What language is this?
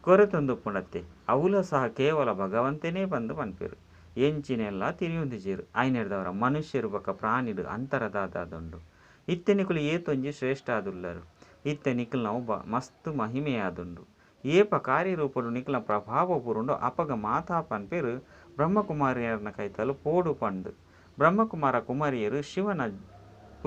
Tulu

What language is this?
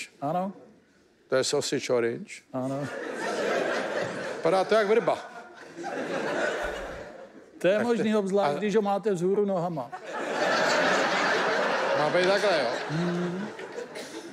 Czech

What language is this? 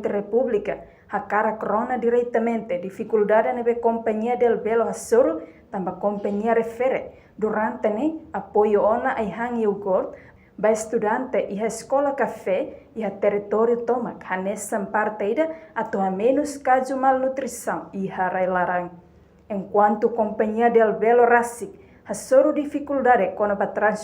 Tetum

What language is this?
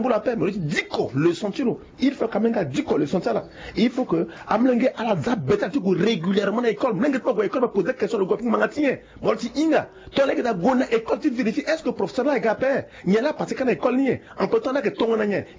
Sango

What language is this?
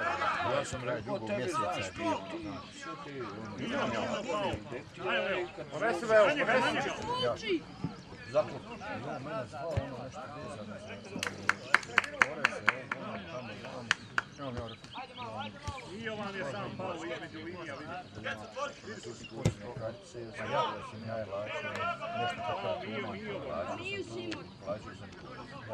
Croatian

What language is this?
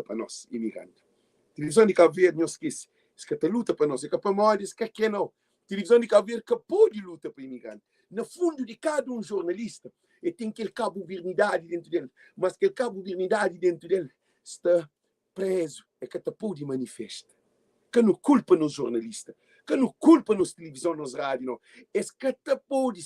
Kabuverdianu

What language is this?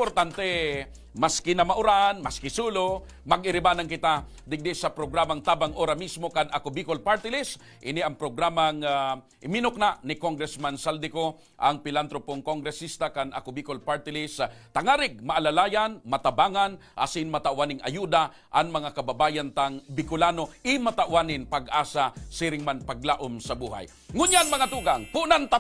Bikol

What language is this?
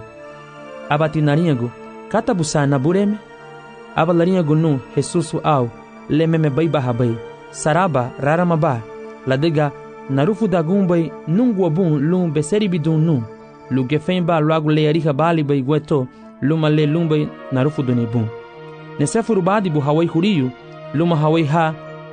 Garifuna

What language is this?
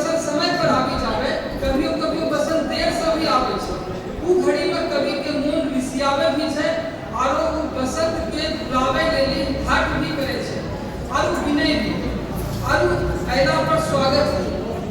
Angika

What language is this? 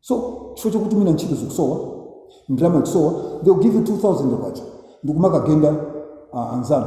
Nyanja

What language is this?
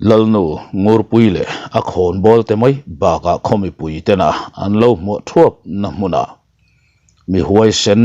Mizo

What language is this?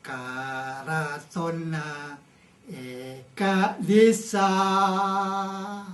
Madurese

